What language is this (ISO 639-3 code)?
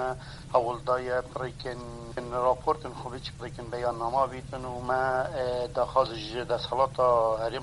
kur